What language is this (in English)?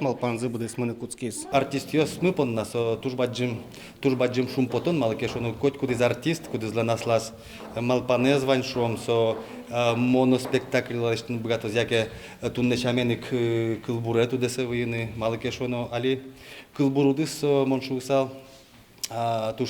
Udmurt